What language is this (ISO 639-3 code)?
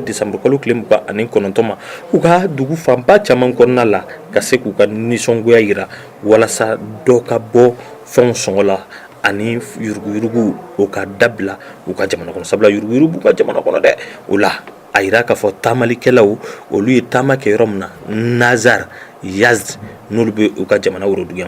bam